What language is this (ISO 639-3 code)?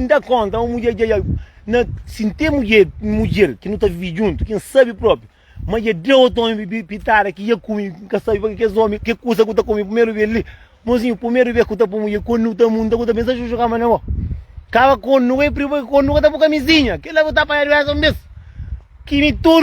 kea